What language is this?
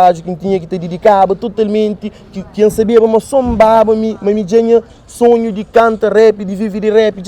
Kabuverdianu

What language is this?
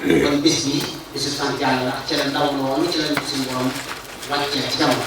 Wolof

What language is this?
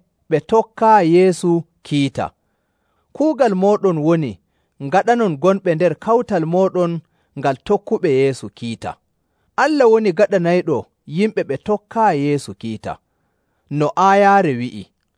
Nigerian Fulfulde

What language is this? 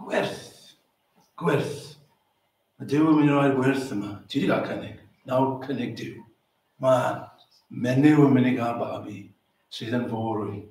Welsh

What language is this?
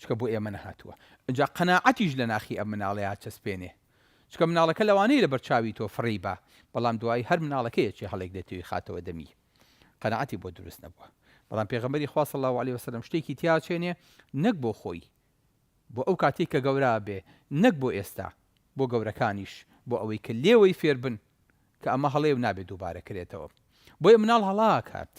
Central Kurdish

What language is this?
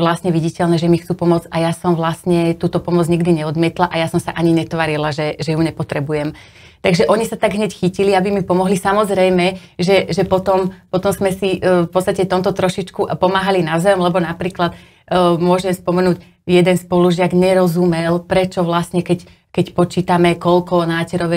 Slovak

